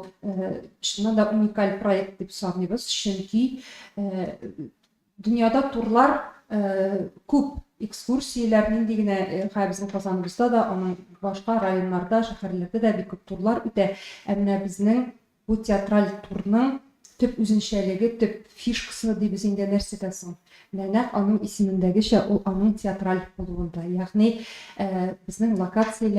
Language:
Tatar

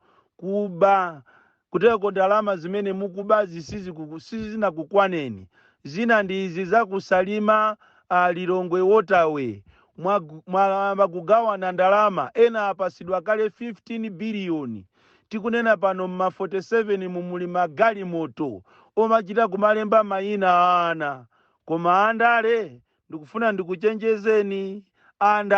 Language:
Nyanja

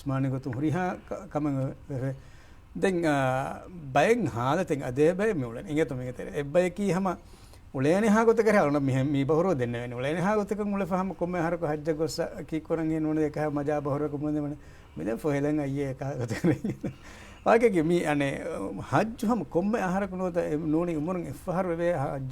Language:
Divehi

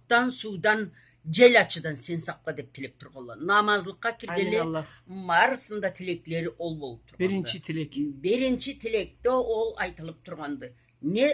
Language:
Karachay-Balkar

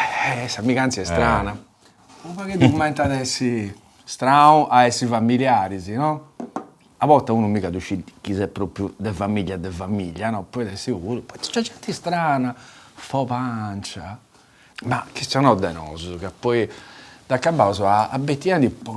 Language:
Sardinian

